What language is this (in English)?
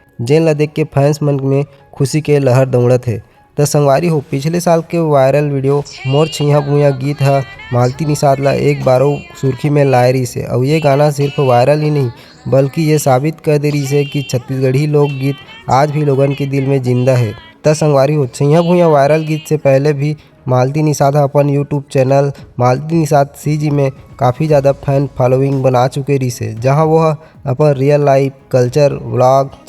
Chhattisgarhi